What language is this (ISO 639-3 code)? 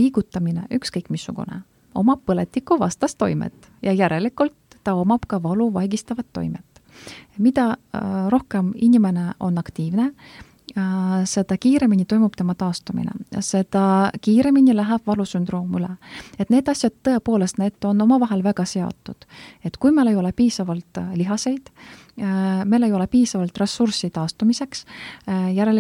est